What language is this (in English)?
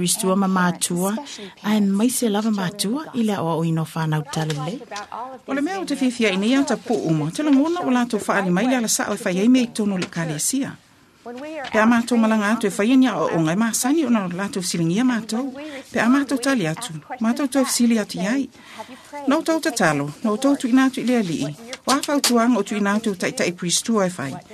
Samoan